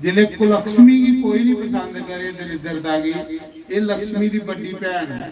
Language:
Dogri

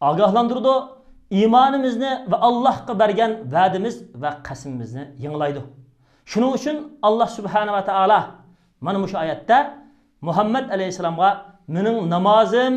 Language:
Uyghur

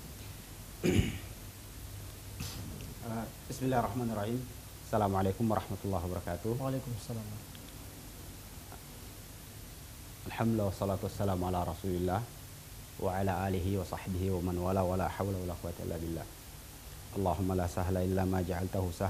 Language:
Indonesian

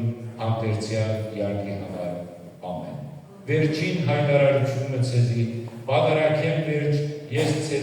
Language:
Western Armenian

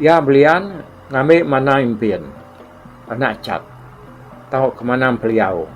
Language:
Iban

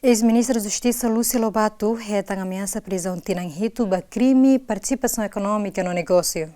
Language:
Tetum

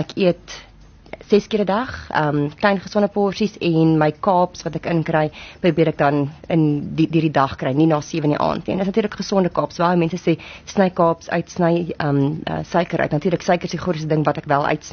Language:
Afrikaans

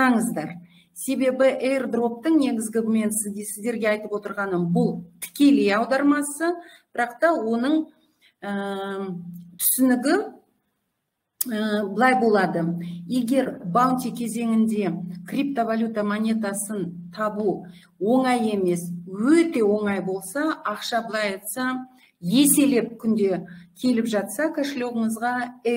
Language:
Kazakh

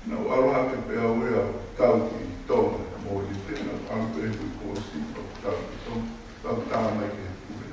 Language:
Tongan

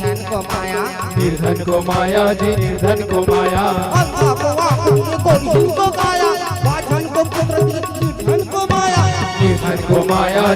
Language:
Chhattisgarhi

